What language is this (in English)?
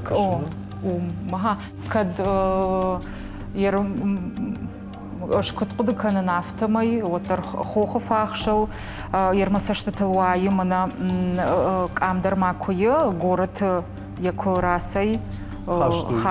Ossetic